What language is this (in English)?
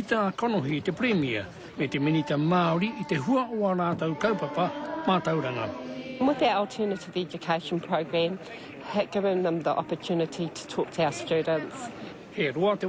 Māori